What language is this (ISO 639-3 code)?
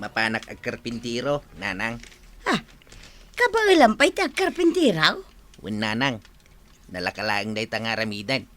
ilo